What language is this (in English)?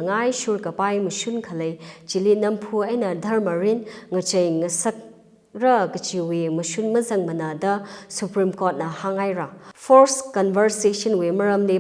Tangkhul Naga (India)